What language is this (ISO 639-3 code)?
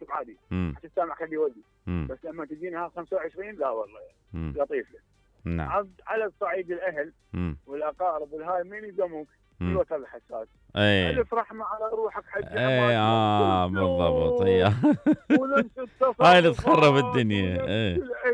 acm